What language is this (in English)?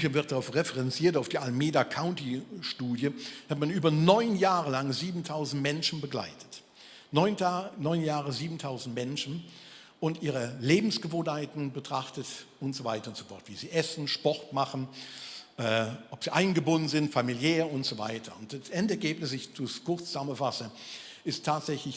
Swiss German